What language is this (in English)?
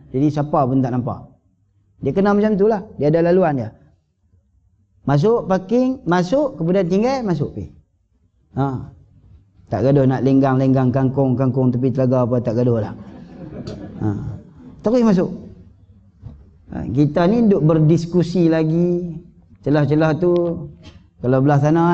Malay